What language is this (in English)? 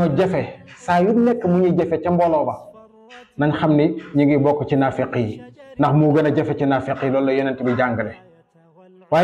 Wolof